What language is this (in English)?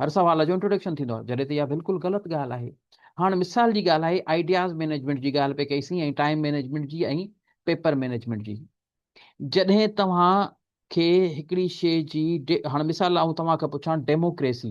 Sindhi